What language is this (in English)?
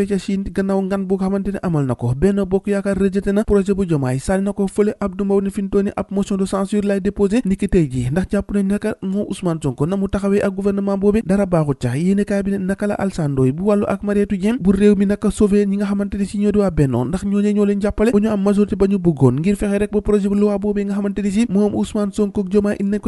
Wolof